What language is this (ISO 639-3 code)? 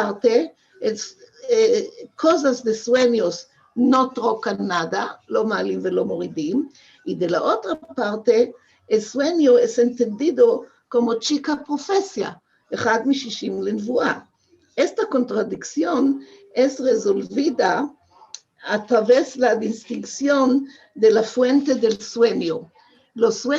lad